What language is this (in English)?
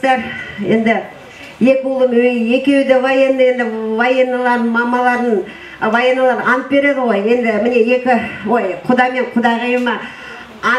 Kazakh